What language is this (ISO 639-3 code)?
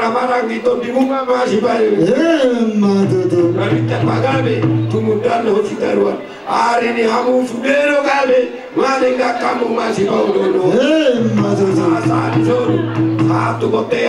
bbc